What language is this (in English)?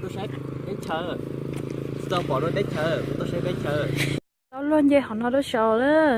Hmong